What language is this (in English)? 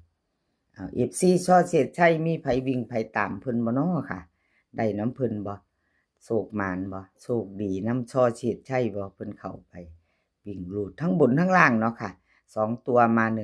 Northeastern Thai